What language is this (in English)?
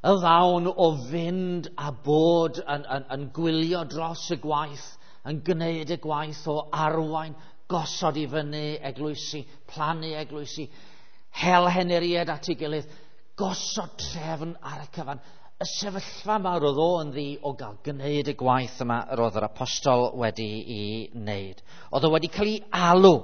Welsh